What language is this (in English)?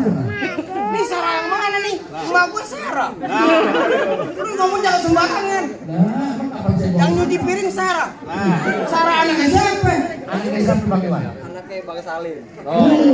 Betawi